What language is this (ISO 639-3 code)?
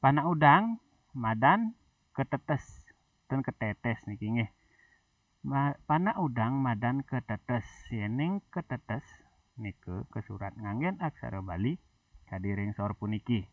ban